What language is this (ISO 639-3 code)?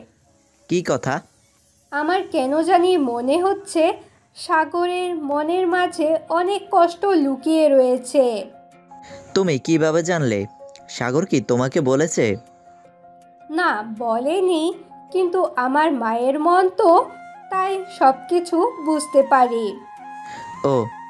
ben